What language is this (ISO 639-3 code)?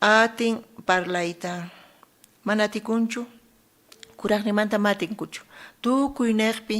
quh